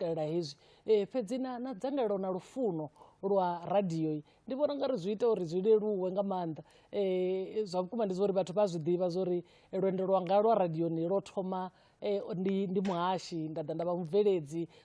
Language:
Venda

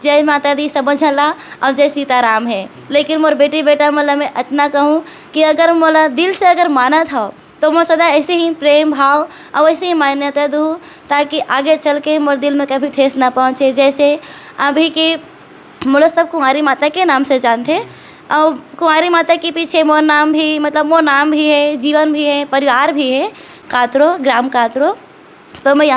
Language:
Chhattisgarhi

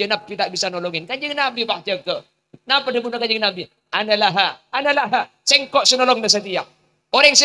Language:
Madurese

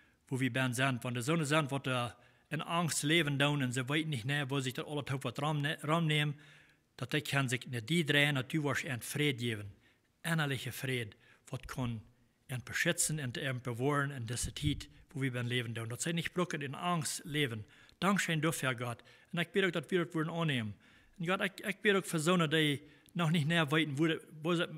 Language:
Plautdietsch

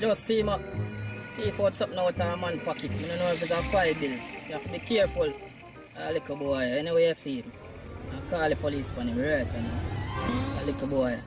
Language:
Jamaican Creole English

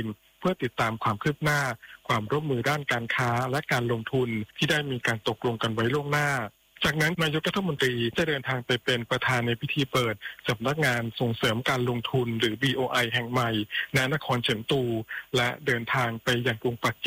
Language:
Thai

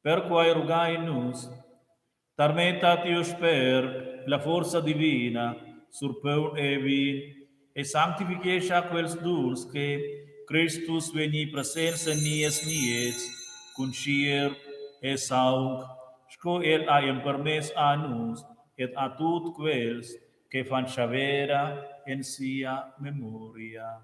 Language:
Romansh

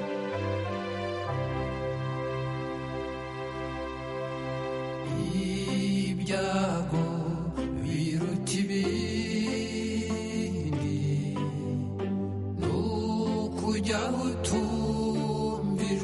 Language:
Kinyarwanda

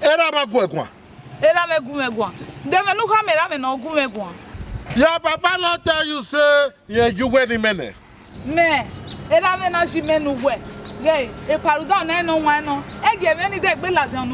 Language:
Bini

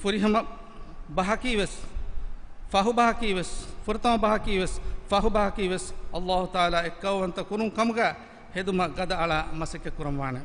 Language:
Divehi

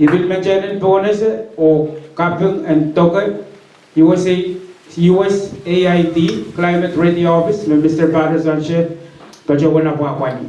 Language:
Pohnpeian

